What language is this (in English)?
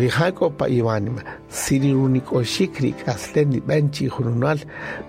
Kaqchikel